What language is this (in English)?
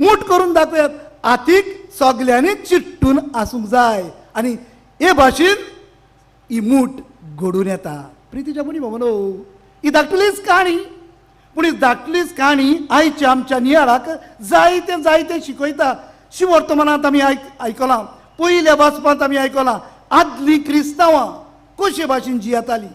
Konkani